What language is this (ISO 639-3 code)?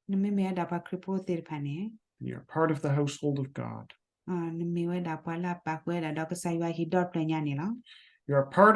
ksw